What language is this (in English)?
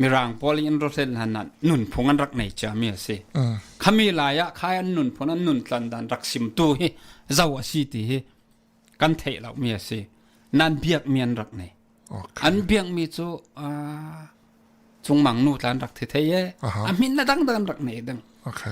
Falam Chin